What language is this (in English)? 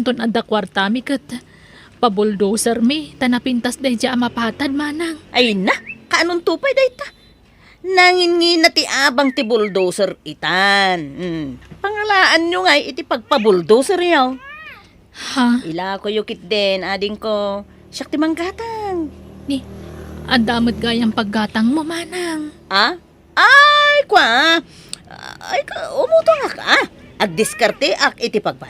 Iloko